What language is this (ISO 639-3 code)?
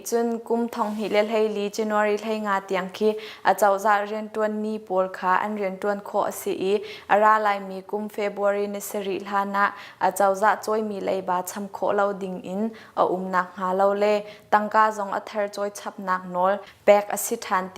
cnh